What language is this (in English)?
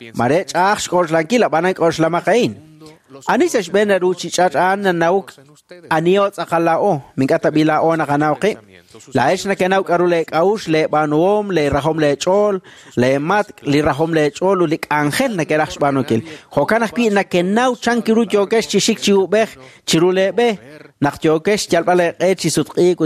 Kekchí